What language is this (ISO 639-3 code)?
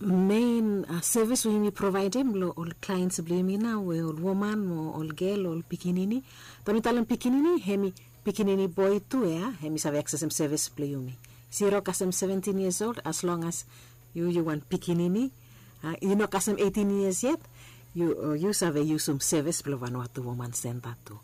bis